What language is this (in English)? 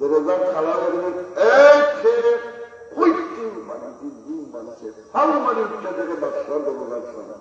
Sylheti